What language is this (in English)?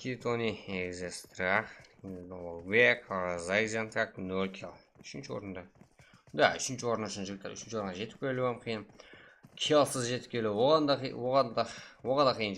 Kara-Kalpak